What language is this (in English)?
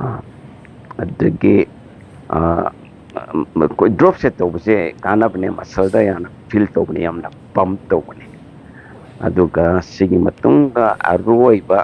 Manipuri